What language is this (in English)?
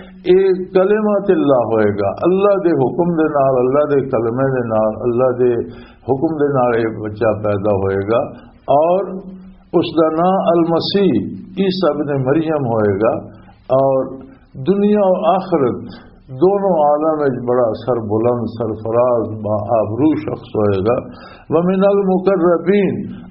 Western Panjabi